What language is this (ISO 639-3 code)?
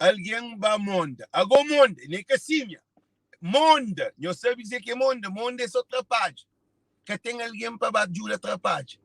kea